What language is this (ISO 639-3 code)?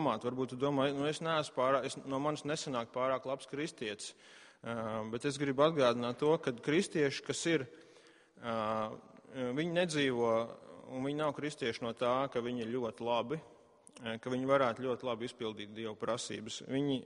lav